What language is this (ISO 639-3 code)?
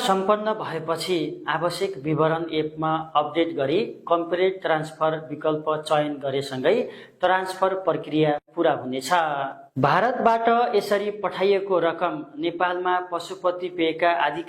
nep